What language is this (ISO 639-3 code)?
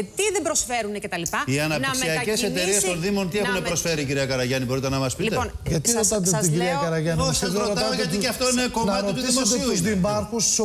ell